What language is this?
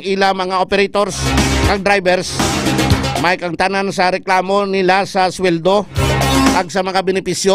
Hiligaynon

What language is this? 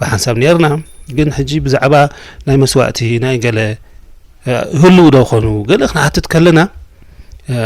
Tigrinya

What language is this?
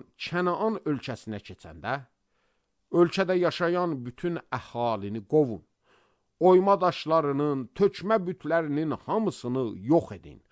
Azerbaijani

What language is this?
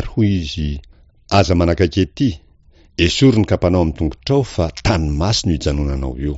Malagasy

